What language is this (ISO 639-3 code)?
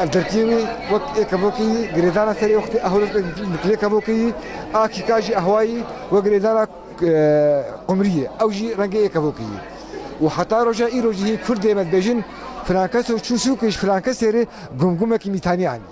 kur